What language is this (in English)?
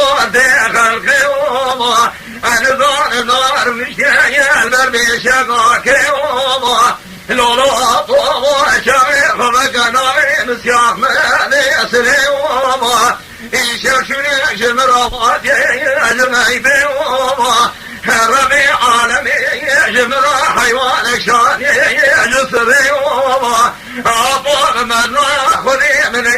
Kurdish